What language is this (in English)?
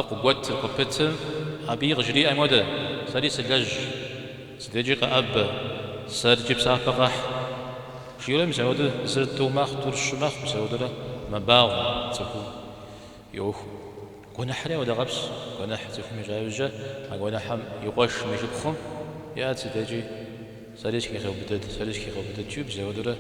Kabardian